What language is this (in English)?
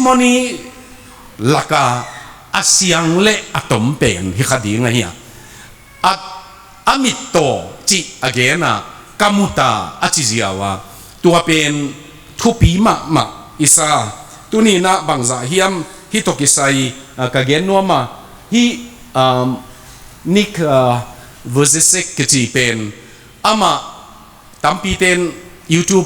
Tedim Chin